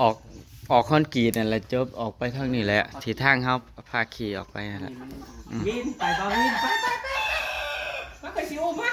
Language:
Northeastern Thai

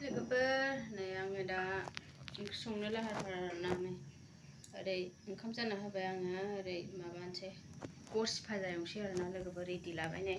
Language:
Bodo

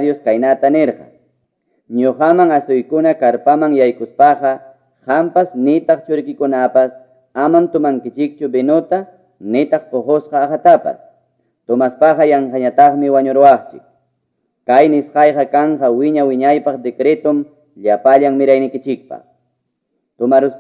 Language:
Quechua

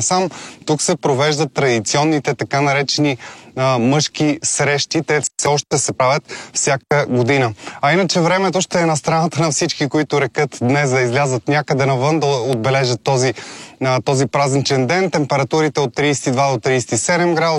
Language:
Bulgarian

